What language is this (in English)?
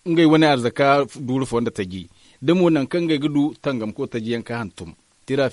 Zarma